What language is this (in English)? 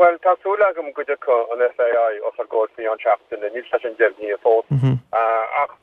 Irish